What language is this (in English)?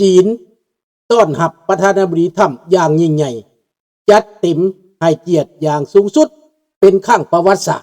Lao